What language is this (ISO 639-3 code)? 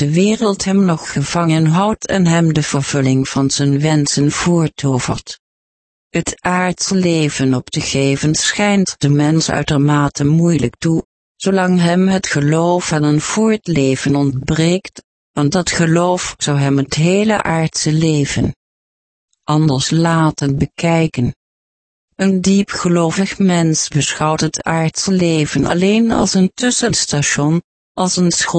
nld